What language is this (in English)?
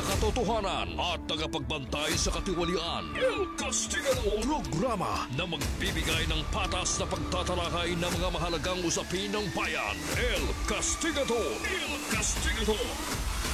Filipino